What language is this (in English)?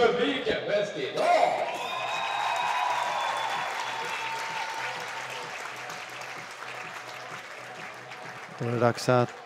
Swedish